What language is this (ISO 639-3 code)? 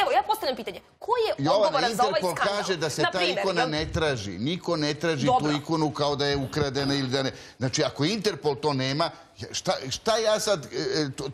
srp